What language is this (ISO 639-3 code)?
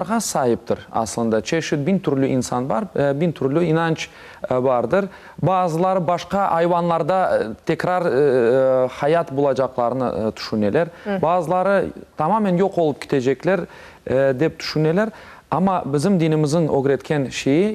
crh